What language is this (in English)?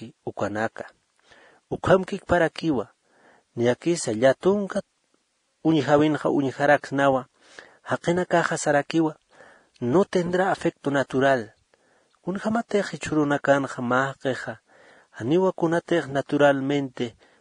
Aymara